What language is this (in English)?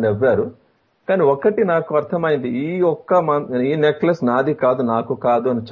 Telugu